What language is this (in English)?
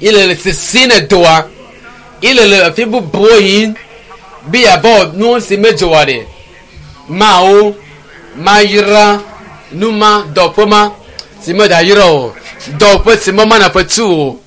Ewe